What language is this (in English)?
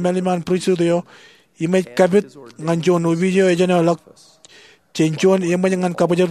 Marshallese